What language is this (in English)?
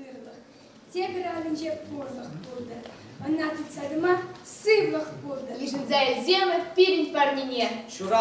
Chuvash